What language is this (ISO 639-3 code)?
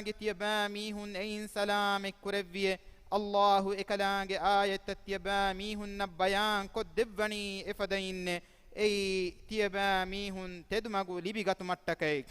div